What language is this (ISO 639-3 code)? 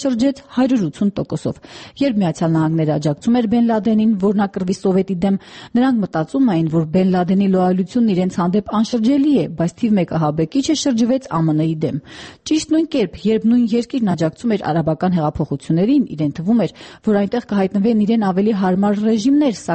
hye